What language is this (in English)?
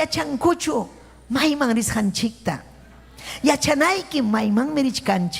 Ayacucho Quechua